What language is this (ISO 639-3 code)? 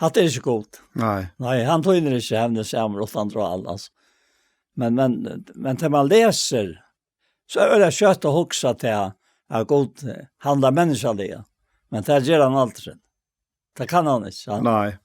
fao